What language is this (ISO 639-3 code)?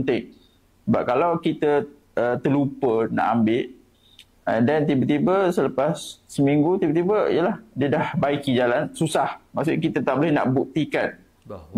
msa